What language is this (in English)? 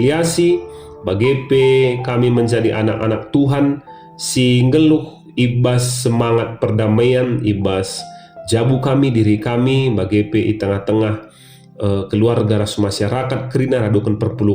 Batak Karo